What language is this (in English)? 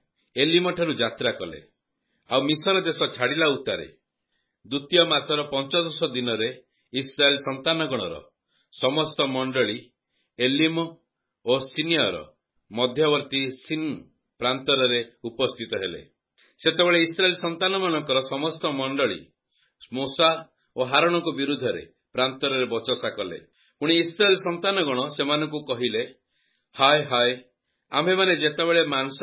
Odia